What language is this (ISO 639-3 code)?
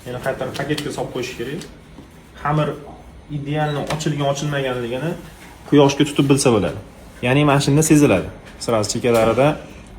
uzb